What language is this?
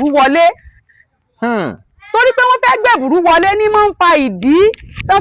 Yoruba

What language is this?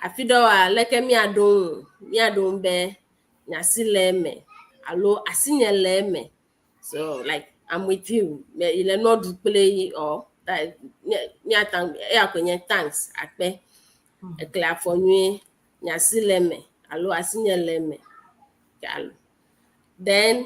Ewe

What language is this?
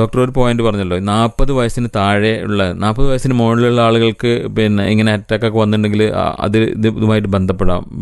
Malayalam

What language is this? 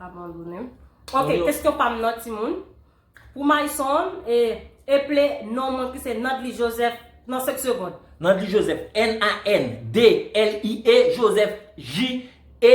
Haitian Creole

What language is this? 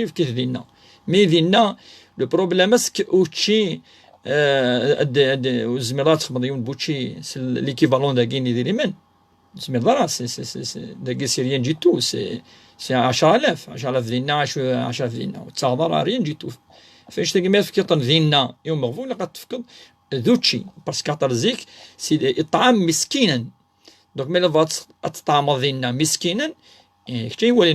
Kabyle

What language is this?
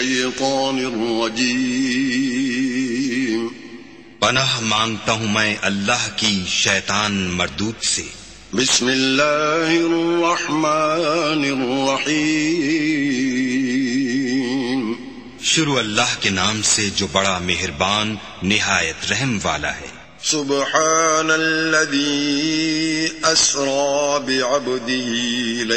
Urdu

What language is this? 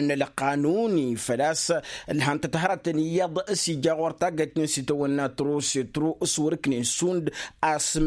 Tamasheq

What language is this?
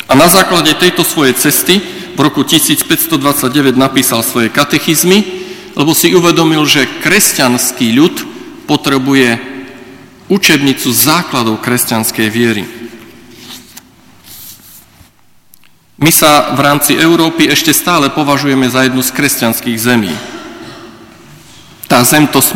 Slovak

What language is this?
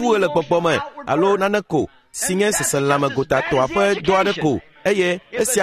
Ewe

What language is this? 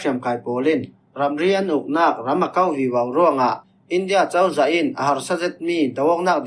Falam Chin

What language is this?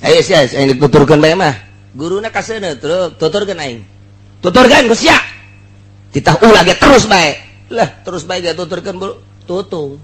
Sundanese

